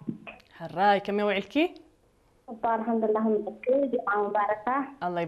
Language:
Tigrinya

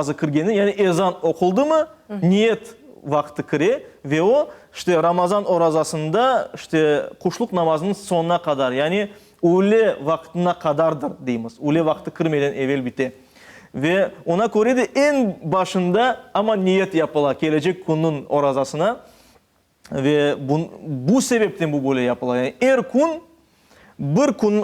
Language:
Crimean Tatar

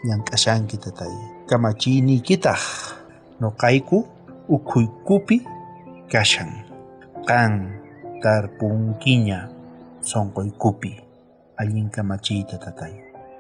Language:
South Bolivian Quechua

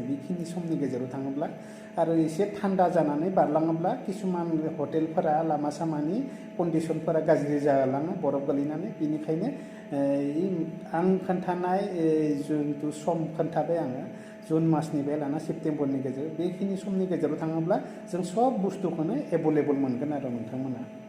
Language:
Bodo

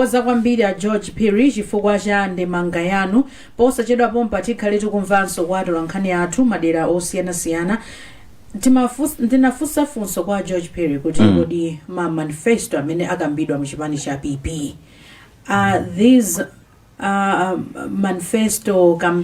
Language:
Nyanja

